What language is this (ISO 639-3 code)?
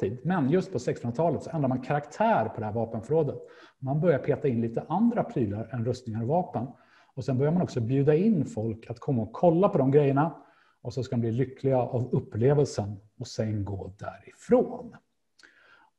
swe